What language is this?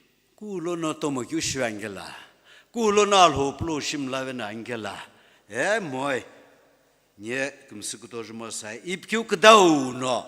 Sumi Naga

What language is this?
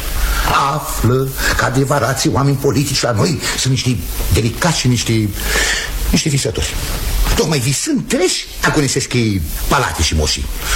Romanian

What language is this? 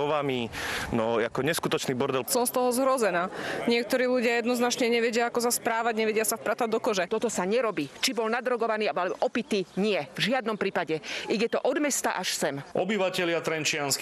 Slovak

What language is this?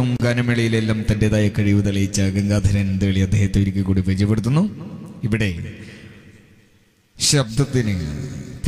Malayalam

